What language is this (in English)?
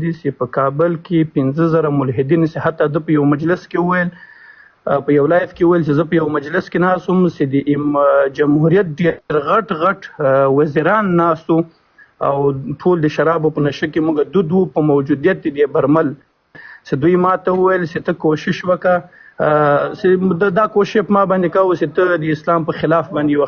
Pashto